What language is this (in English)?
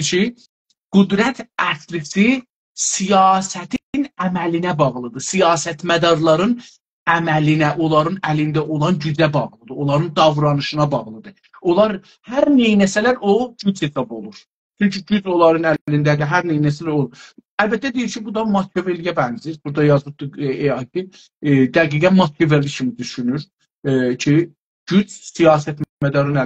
South Azerbaijani